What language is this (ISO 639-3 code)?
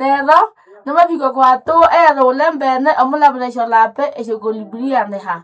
nnb